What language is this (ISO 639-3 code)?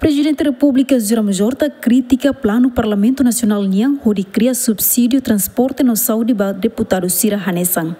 tet